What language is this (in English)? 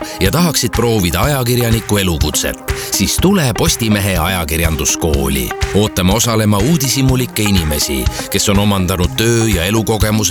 Estonian